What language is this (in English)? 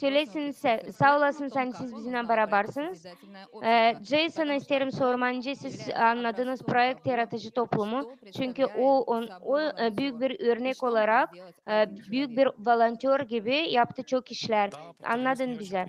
Gagauz